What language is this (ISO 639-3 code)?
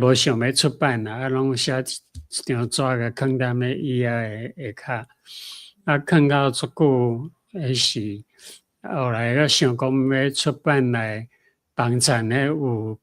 nan